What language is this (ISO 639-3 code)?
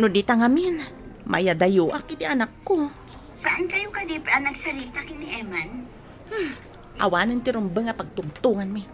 ilo